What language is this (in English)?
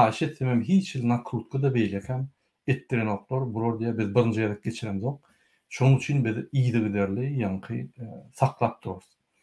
Turkmen